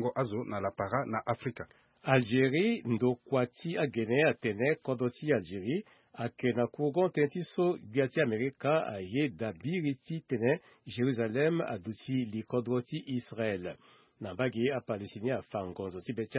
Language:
Sango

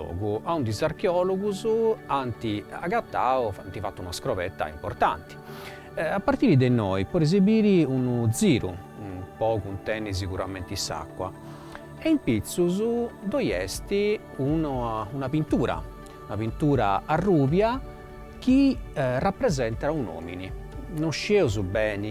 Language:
Sardinian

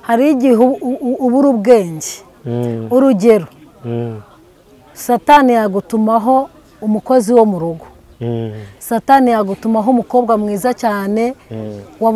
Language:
Kinyarwanda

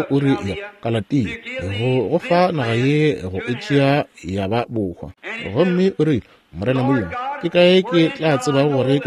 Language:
Northern Sotho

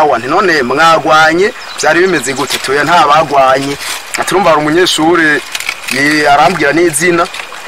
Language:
Rundi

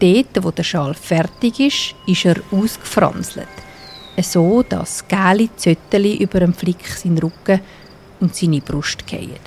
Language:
Swiss German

